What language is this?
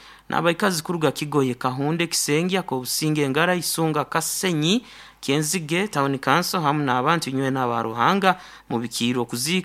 Nyankole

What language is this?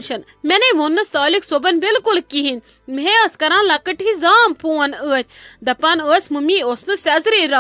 Kashmiri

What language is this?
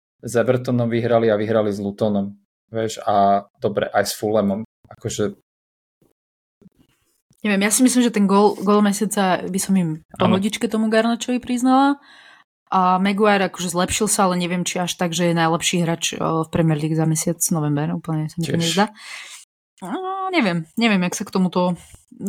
Slovak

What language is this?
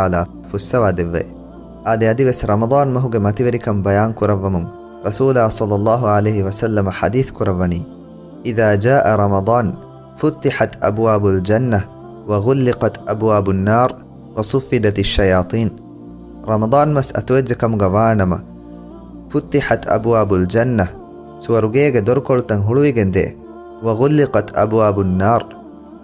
Divehi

